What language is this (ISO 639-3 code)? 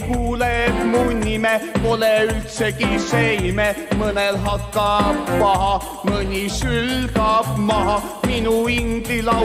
est